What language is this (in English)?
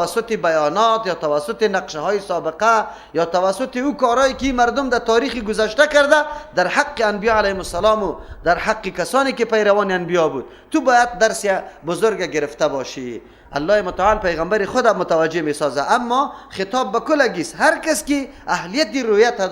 Persian